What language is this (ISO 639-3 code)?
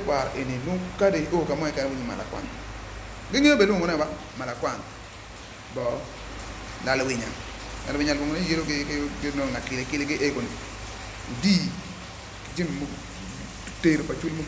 ach